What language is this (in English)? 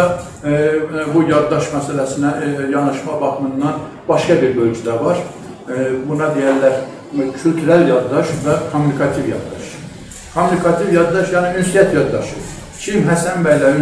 South Azerbaijani